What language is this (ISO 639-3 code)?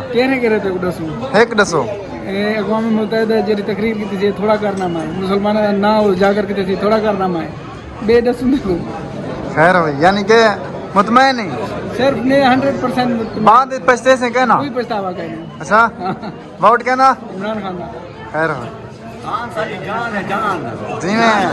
skr